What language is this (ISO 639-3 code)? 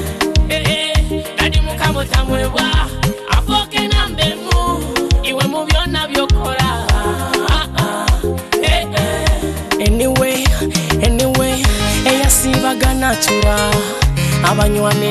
nyo